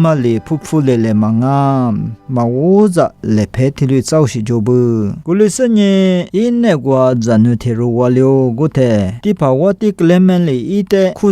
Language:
Lisu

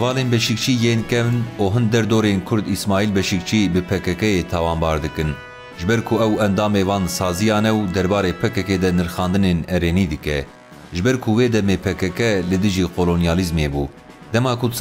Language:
Kurdish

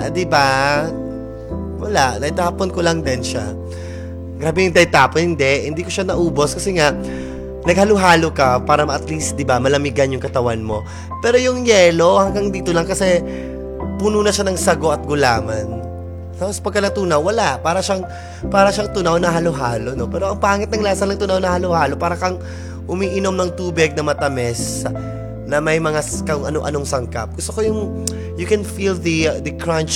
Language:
Filipino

